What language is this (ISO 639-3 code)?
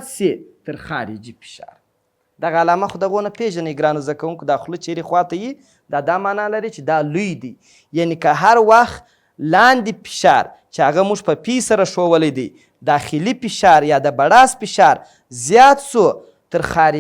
pus